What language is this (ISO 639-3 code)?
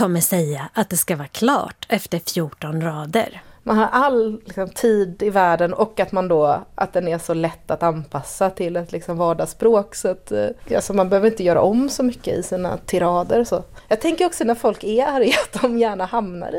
swe